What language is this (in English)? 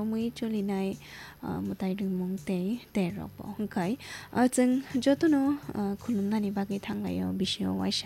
Kok Borok